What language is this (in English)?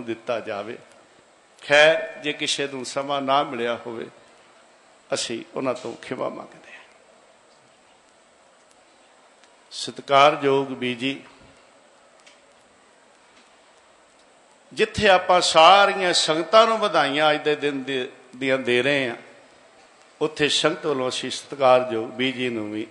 Punjabi